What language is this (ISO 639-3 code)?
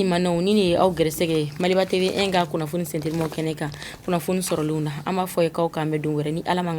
bam